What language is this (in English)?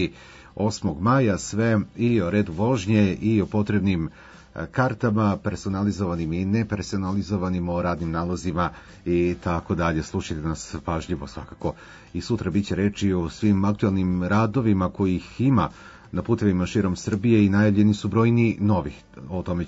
Serbian